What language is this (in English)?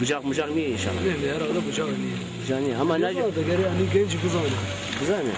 Zaza